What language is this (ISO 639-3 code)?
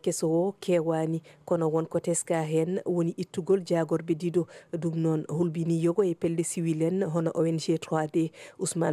ful